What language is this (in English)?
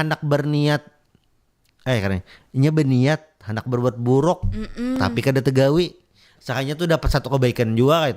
Banjar